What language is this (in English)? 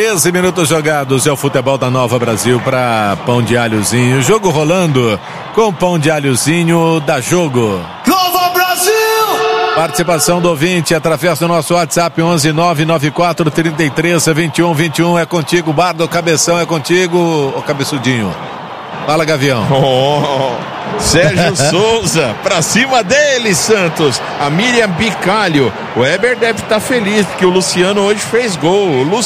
Portuguese